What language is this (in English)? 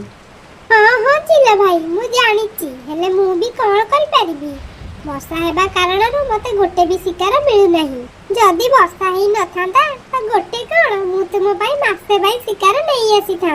Odia